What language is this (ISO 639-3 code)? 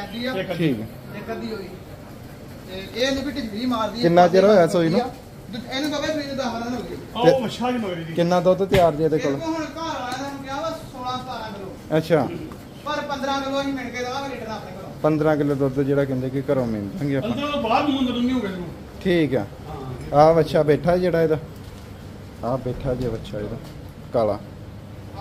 pan